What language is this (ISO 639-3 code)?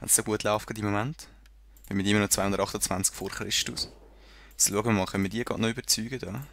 gsw